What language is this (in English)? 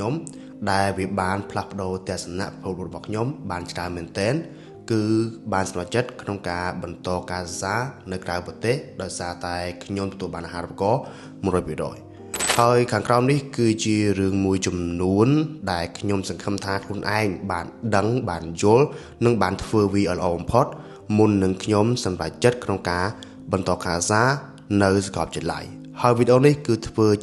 Khmer